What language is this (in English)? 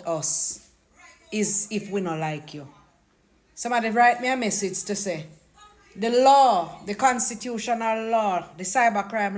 Jamaican Creole English